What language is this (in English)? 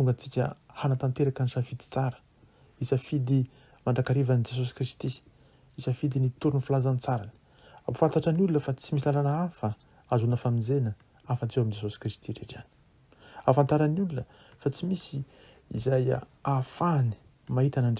Malagasy